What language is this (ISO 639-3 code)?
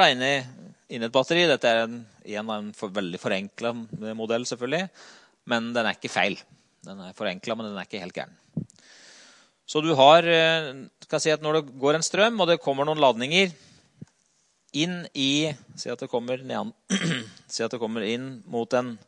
nor